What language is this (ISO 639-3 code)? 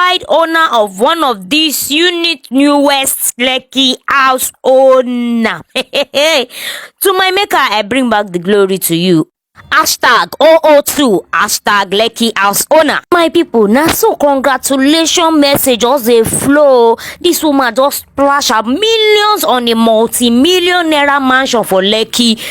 pcm